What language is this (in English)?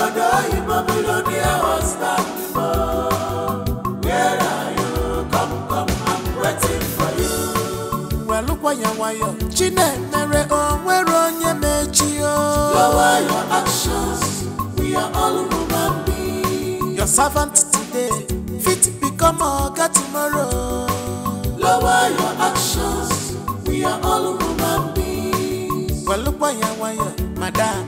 Nigerian Pidgin